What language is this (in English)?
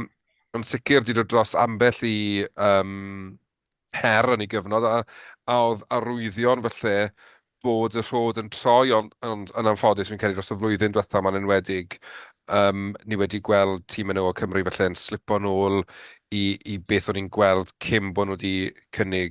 Welsh